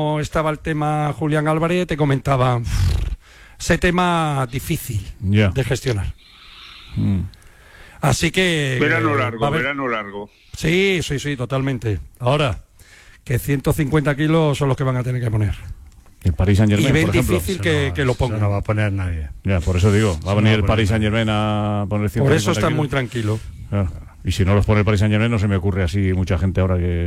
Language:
Spanish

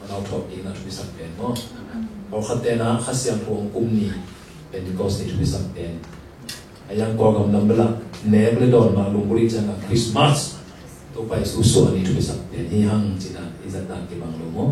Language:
Tedim Chin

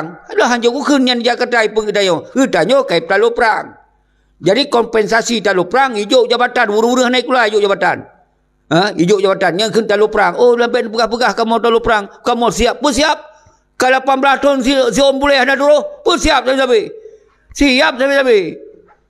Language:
Achinese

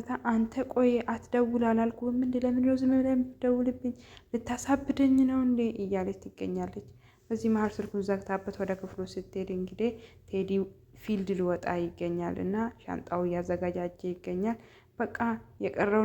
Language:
Amharic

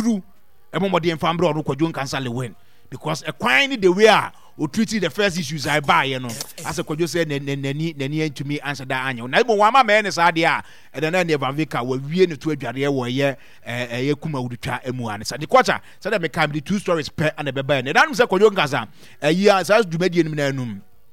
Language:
Akan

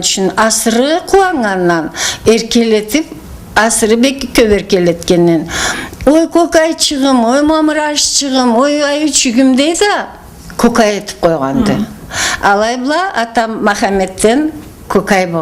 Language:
Karachay-Balkar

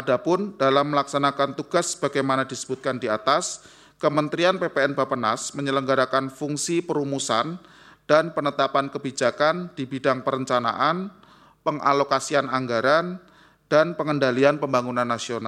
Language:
Indonesian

